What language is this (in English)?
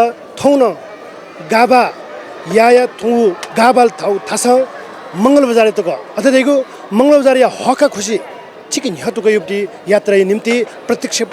Newari